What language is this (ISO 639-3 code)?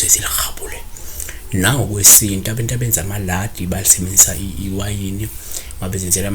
zul